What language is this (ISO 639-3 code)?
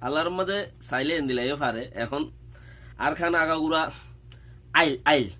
rhg